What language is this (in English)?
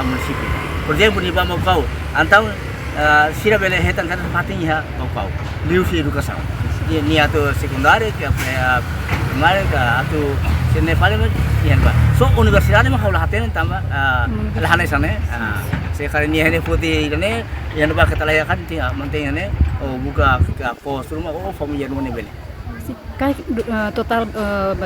Tetum